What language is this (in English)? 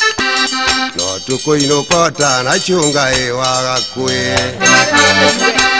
Kikuyu